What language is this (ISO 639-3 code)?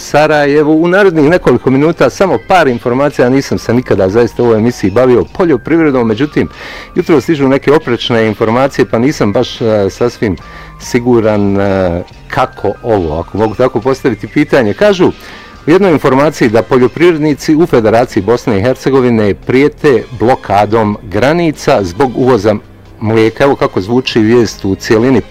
bos